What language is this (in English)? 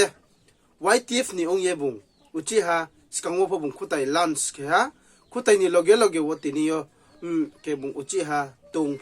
Riang (India)